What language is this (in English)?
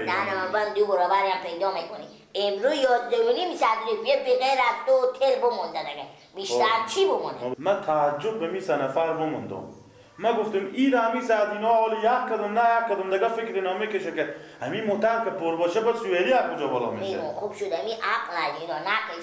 Persian